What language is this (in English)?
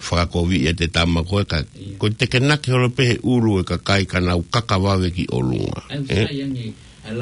Tongan